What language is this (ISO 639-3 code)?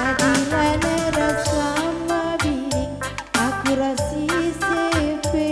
btx